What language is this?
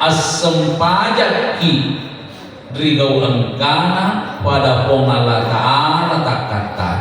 Buginese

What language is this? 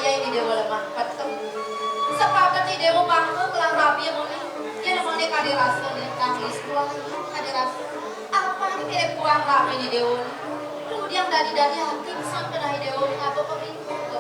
Balinese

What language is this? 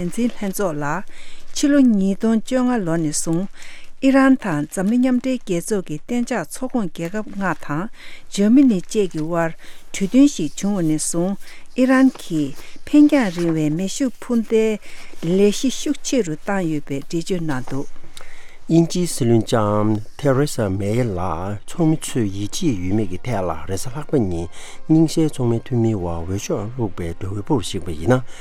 Tibetan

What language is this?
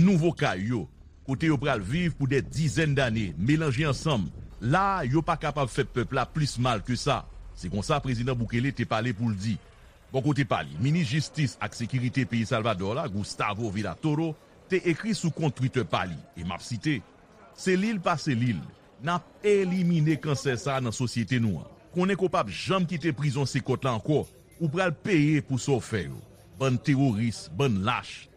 Haitian Creole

